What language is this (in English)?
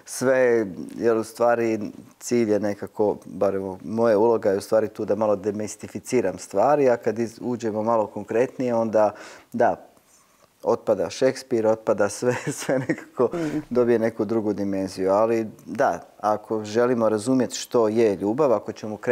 Croatian